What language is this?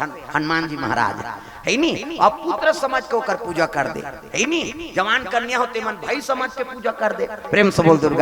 Chhattisgarhi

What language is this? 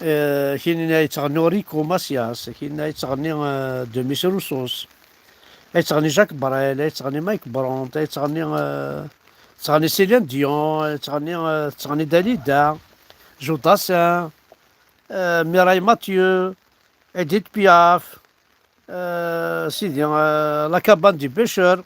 Kabyle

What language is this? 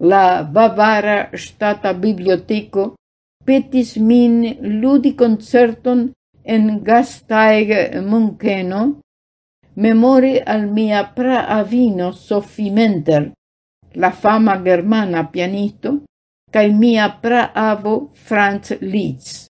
Esperanto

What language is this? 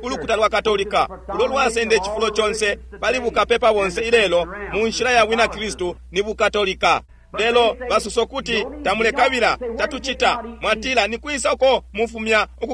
Bemba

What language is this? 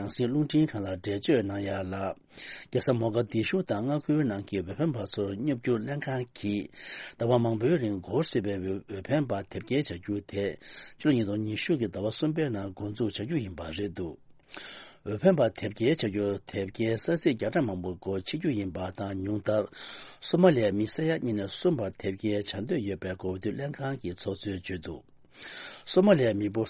Tibetan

